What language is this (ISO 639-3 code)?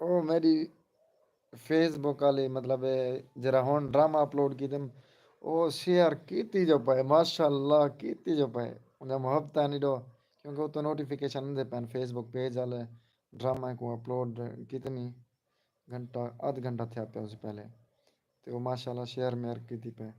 skr